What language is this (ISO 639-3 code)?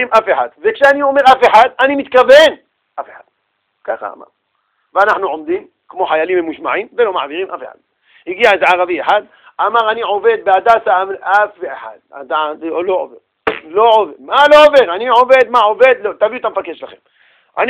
heb